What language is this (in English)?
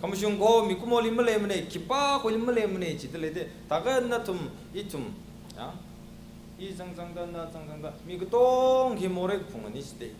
Tangkhul Naga (India)